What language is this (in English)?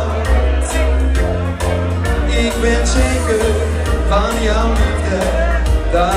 Dutch